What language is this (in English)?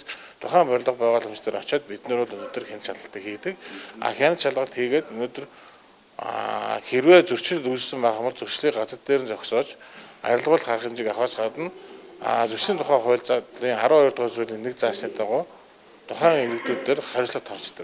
Mongolian